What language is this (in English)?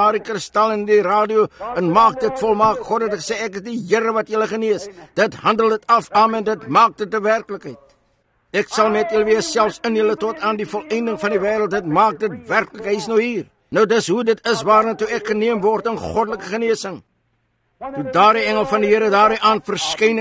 Afrikaans